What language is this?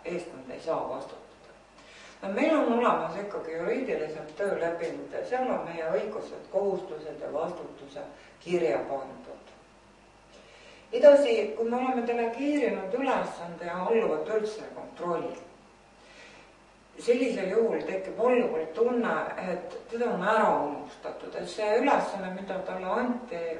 Estonian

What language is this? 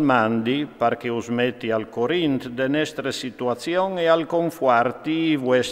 Friulian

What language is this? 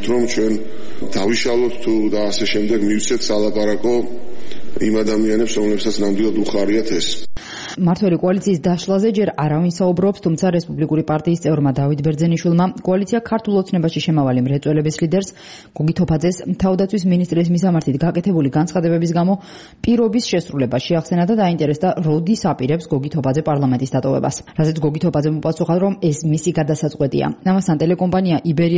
Georgian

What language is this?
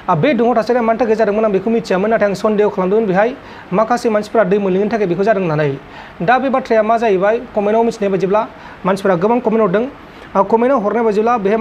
Bodo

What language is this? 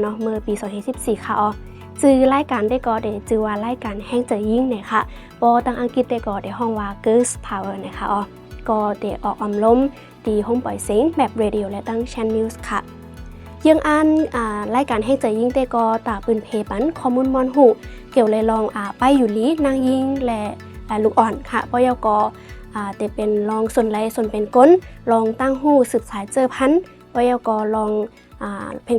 Shan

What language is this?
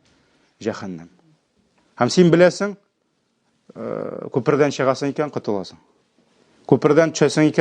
Tatar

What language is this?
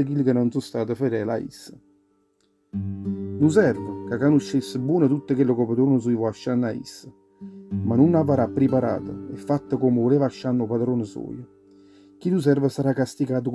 Neapolitan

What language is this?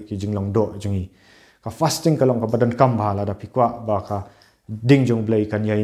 Khasi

